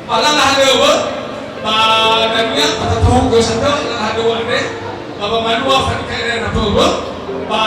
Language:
Nias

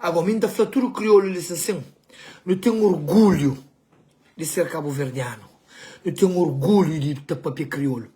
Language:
Kabuverdianu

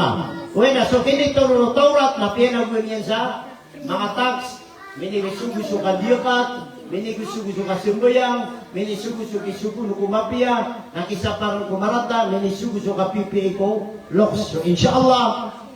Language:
Maranao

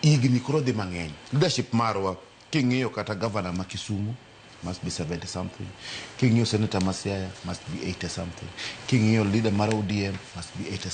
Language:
Luo (Kenya and Tanzania)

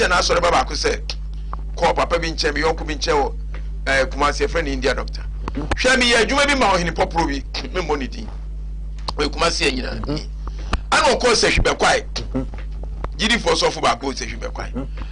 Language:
Akan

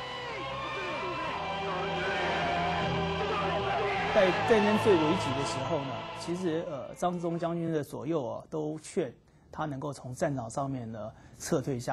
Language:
Chinese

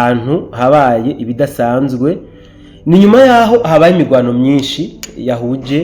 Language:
Rundi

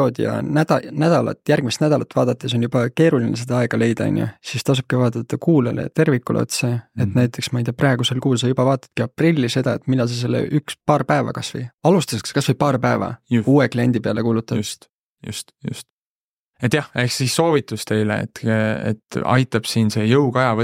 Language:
Estonian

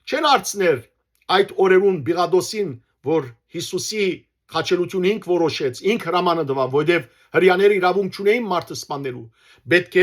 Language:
Western Armenian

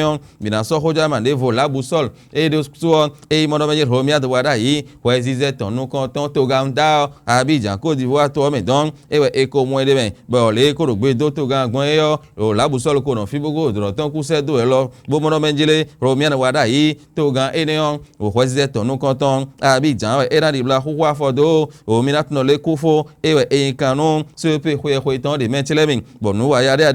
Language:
Fon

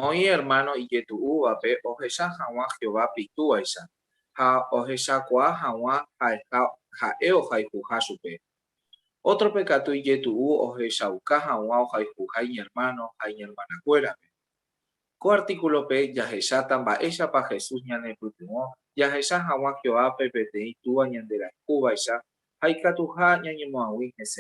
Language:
Guarani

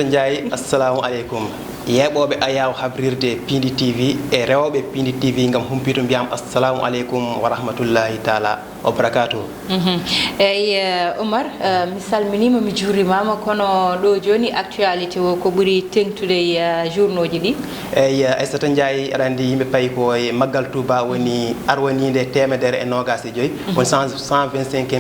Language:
Fula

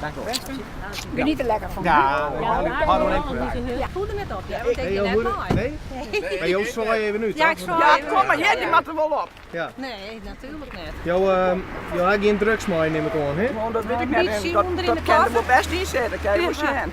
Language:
Western Frisian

